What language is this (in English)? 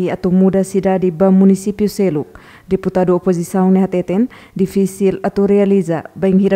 Tetum